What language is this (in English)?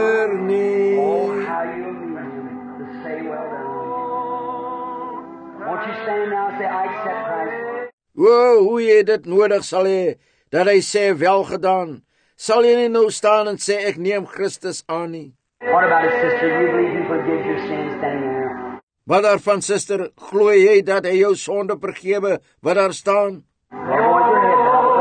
Afrikaans